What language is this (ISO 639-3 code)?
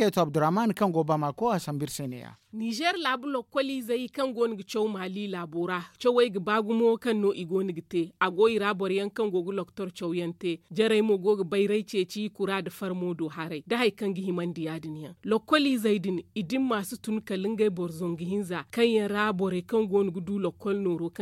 dje